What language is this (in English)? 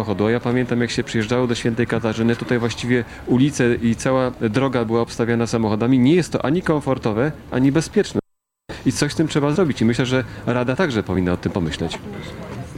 Polish